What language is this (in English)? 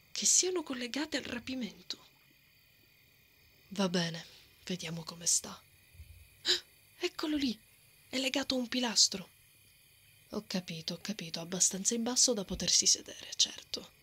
Italian